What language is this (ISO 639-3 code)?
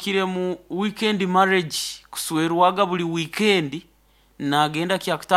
nyo